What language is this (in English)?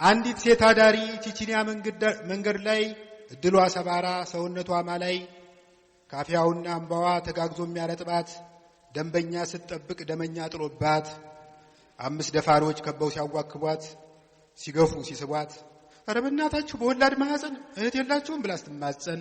Amharic